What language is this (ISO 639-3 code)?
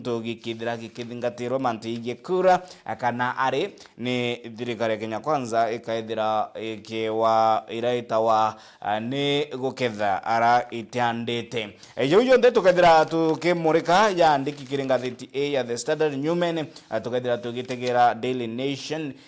mer